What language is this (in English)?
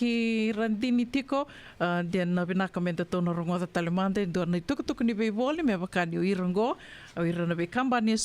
Fijian